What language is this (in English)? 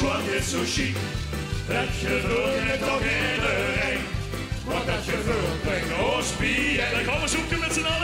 Limburgish